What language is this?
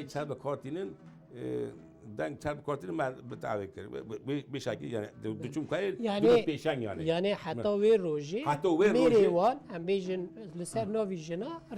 Kurdish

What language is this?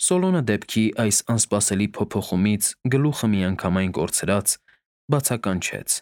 Armenian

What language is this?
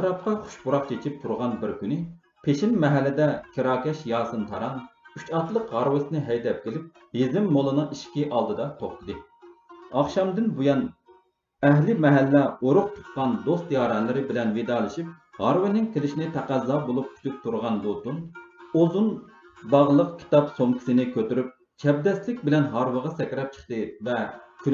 Uyghur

